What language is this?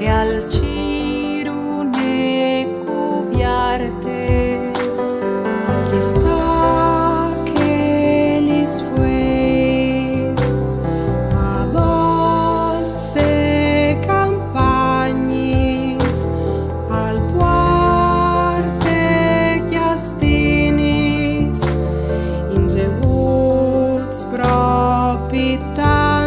Friulian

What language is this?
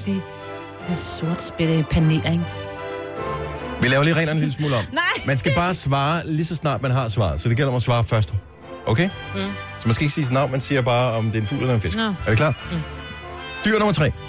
Danish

